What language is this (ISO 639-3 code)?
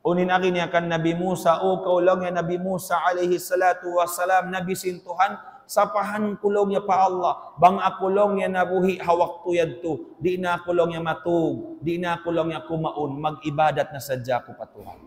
tsg